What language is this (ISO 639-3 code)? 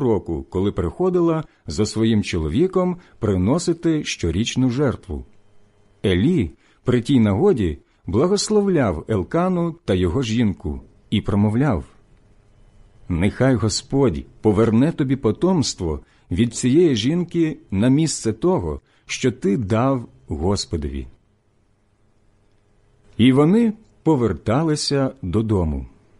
ukr